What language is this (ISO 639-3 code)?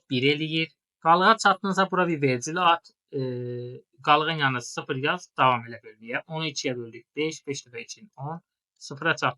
aze